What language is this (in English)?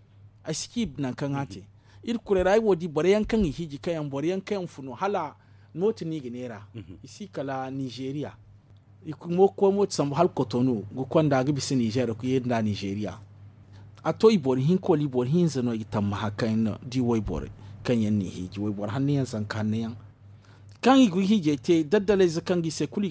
Zarma